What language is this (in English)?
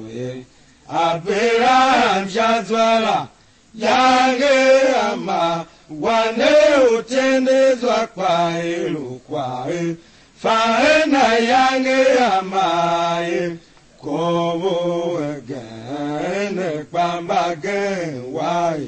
Tiv